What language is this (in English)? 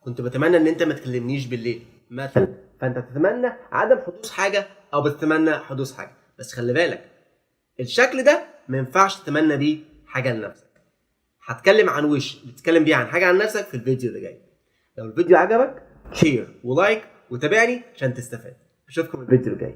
Egyptian Arabic